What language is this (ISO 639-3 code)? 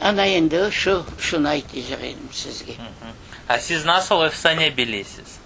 crh